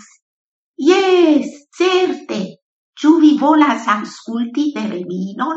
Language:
Esperanto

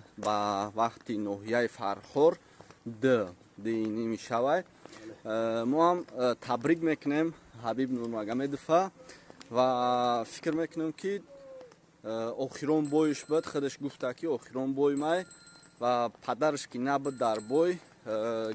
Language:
Tajik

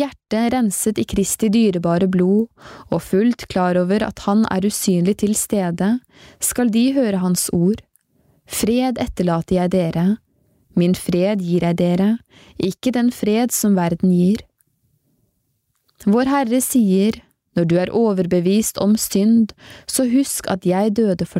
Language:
Norwegian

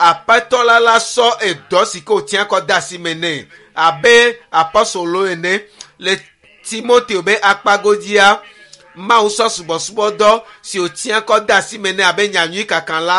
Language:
Ewe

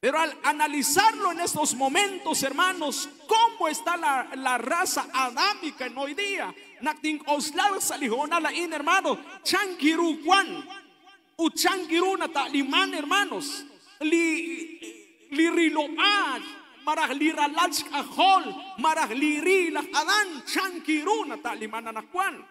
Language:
Kekchí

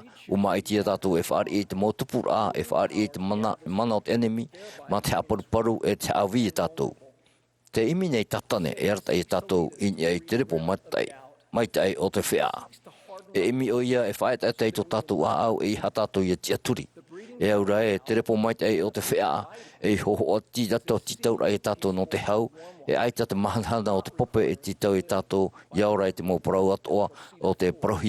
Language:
Tahitian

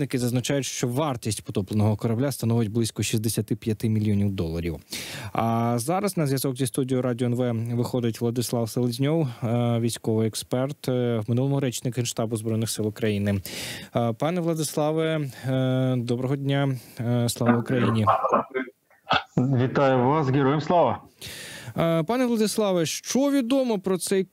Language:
Ukrainian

